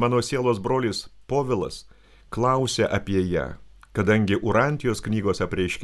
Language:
Lithuanian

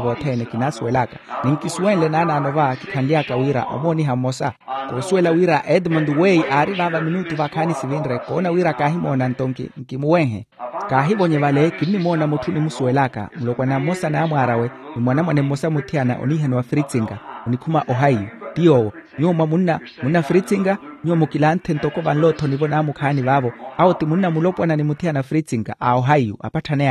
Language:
Makhuwa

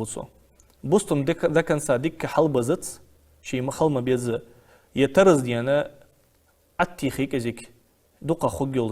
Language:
Ingush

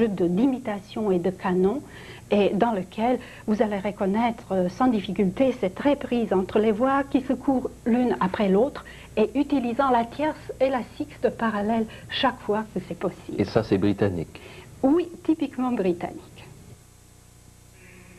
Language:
French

